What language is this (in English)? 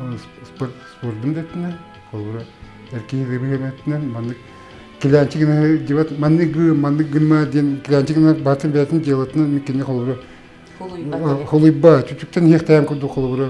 Yakut